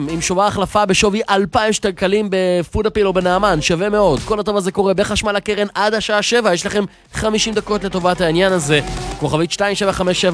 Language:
Hebrew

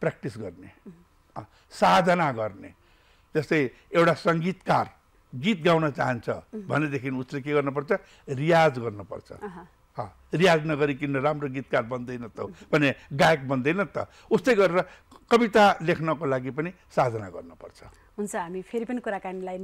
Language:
Nepali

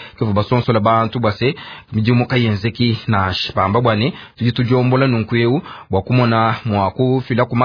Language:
Luba-Lulua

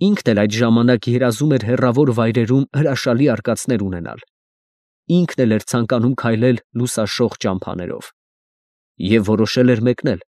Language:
Armenian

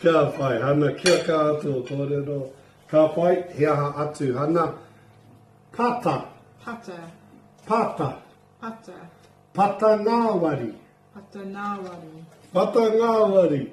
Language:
Māori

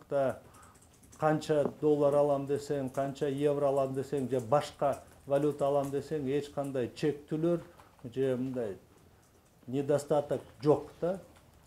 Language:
Kyrgyz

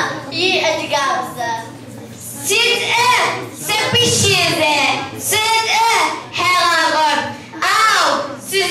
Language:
Kabardian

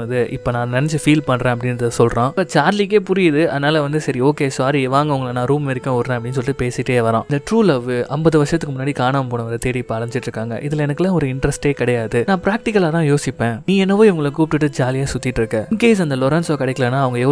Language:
Tamil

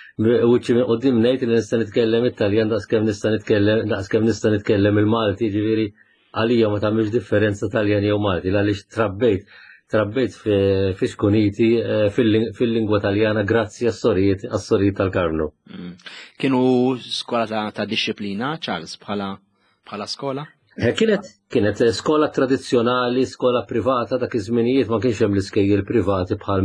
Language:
Maltese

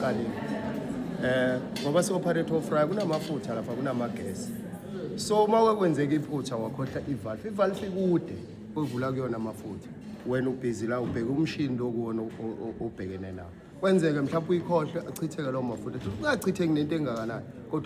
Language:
Zulu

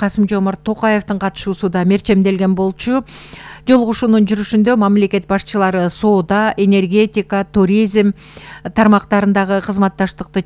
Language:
Kyrgyz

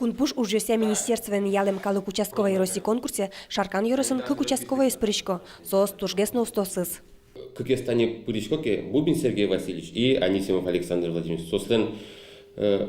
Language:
Udmurt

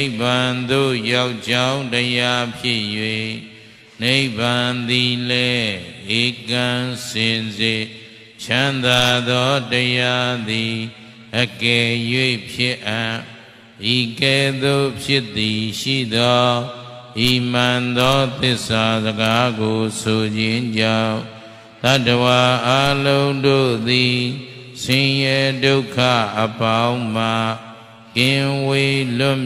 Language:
Burmese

